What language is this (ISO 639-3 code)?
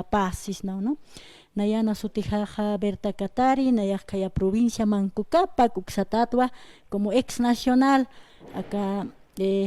aym